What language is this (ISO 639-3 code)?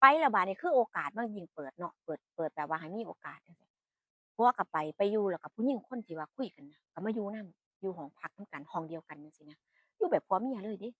tts